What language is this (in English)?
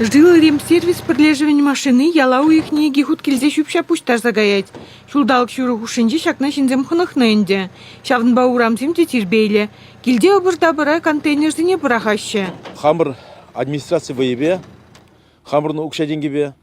Chuvash